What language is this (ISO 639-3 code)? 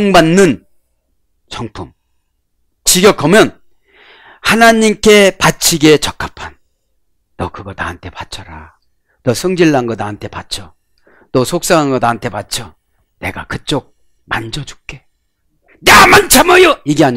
kor